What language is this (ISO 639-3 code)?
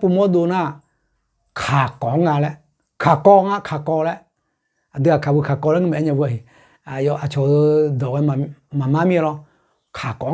ahk